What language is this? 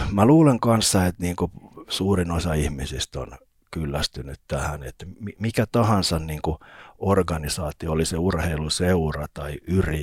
Finnish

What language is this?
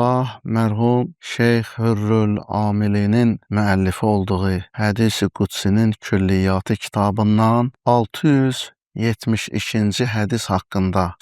Azerbaijani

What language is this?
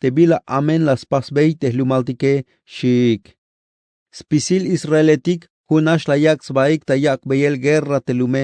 Tzeltal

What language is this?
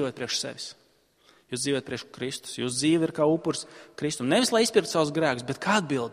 Latvian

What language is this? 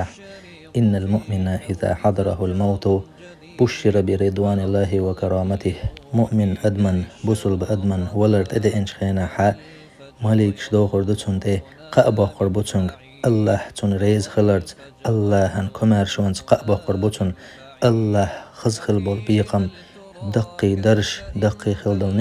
Chechen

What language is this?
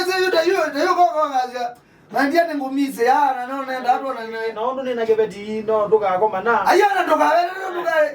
Kamba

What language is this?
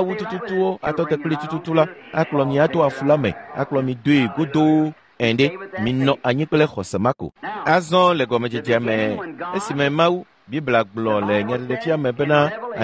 Ewe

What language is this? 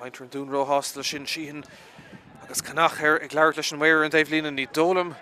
Irish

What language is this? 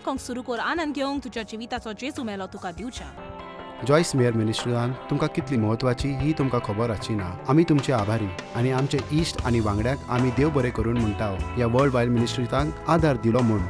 Konkani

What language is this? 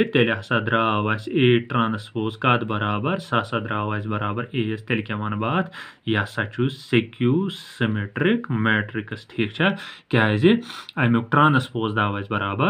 Kashmiri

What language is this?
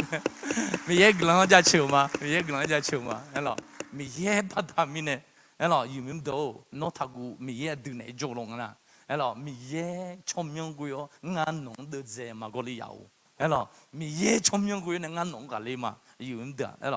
Akha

